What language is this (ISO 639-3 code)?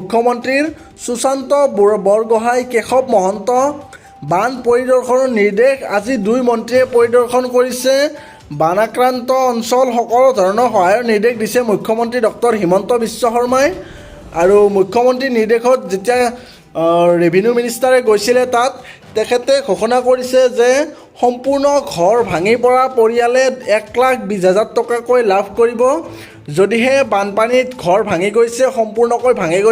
asm